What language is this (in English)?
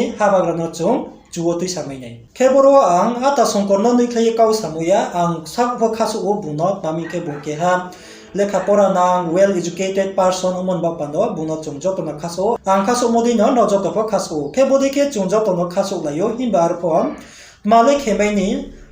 Riang (India)